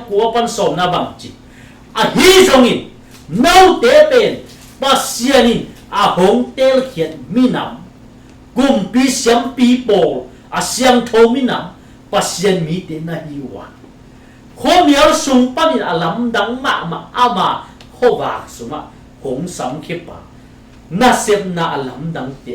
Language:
Tedim Chin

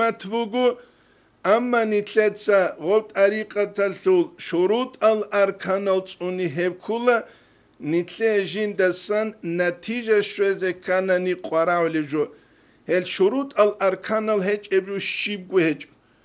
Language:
Avaric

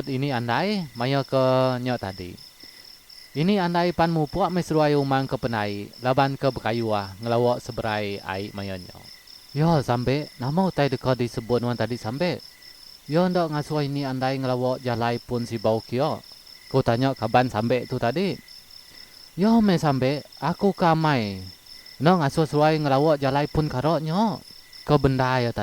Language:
Iban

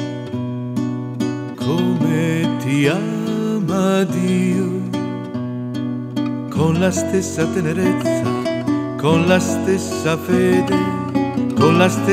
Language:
Italian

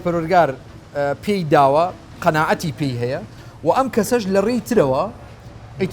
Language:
Central Kurdish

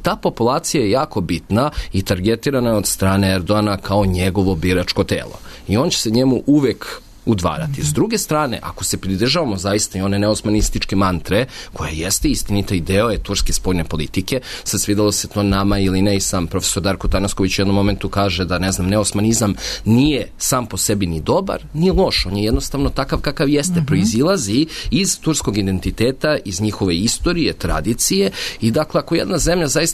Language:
Serbian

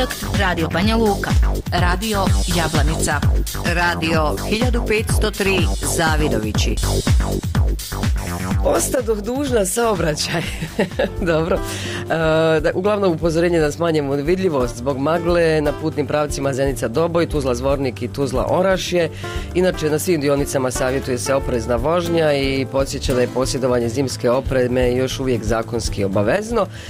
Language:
Bosnian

